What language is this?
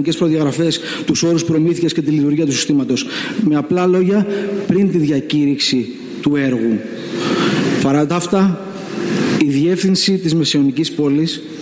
Greek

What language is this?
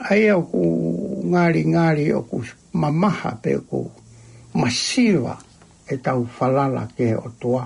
Tongan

